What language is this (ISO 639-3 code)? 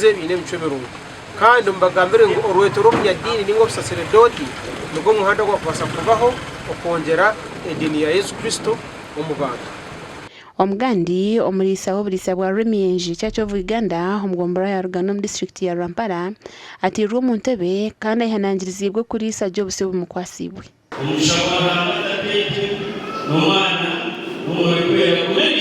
nyn